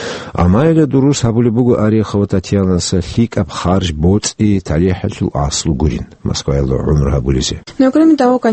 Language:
Avaric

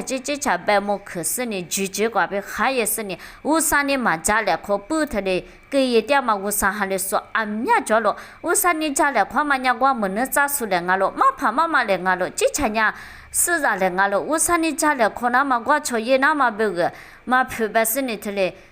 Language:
Lisu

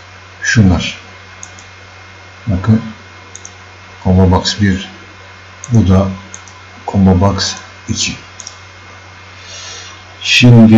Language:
Turkish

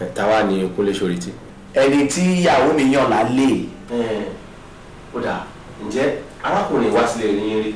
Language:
Yoruba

